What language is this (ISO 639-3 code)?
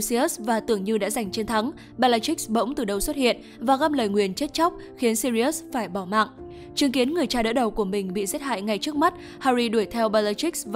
vie